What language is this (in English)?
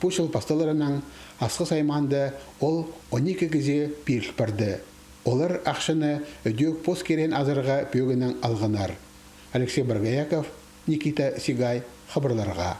Khakas